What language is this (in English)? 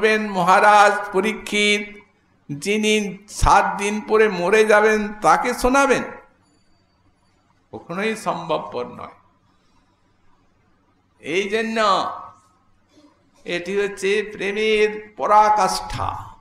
Bangla